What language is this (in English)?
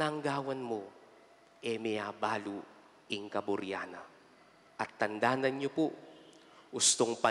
Pampanga